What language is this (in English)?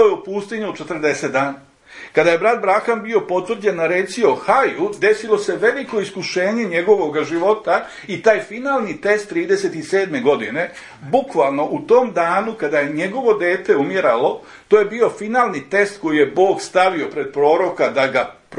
Serbian